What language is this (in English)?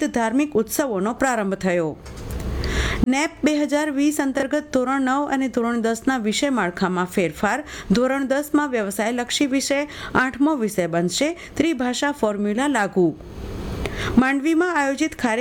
Gujarati